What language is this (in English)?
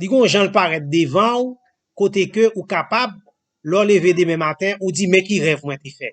Haitian Creole